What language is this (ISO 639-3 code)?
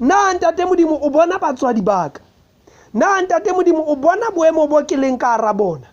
sot